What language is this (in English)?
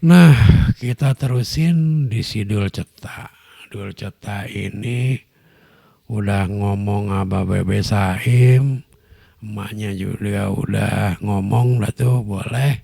Betawi